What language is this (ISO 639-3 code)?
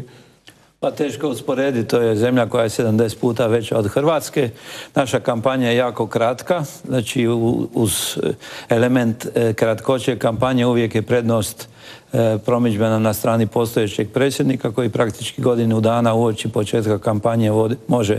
hrv